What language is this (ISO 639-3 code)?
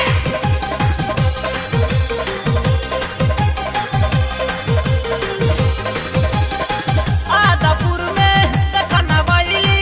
bho